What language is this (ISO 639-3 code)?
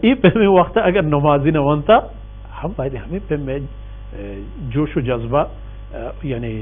bal